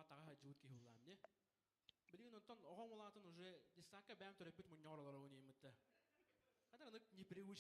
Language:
Yakut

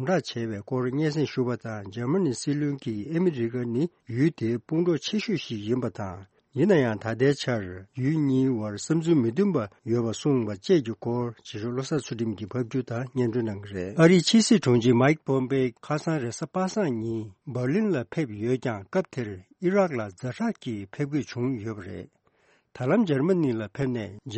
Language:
Tibetan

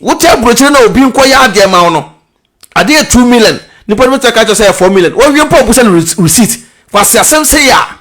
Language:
Akan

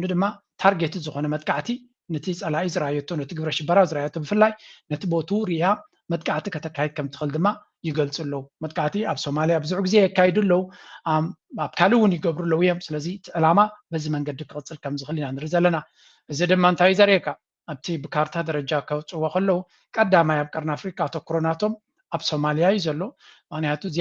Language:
Tigrinya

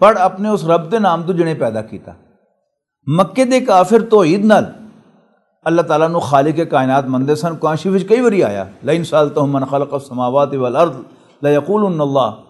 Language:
Western Panjabi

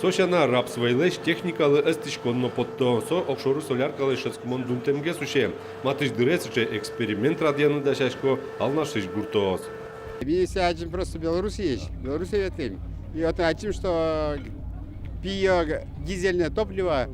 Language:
Udmurt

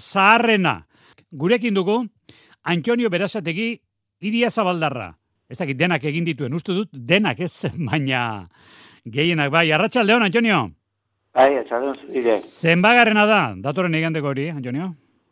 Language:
Basque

